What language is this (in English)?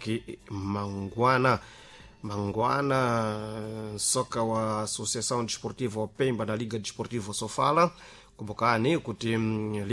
Sena